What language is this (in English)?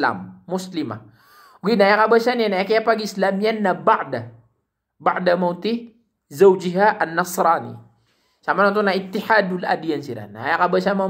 Maranao